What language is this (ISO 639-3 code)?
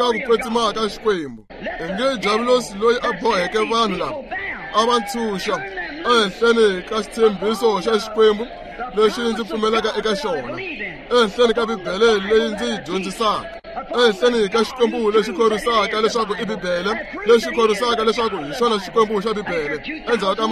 tso